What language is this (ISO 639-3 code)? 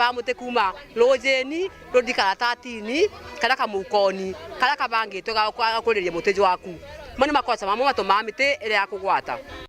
mer